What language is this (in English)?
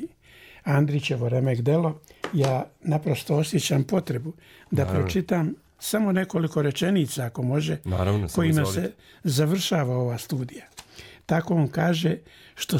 Serbian